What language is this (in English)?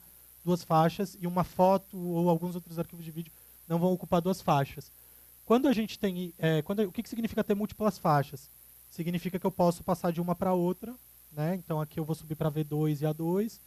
Portuguese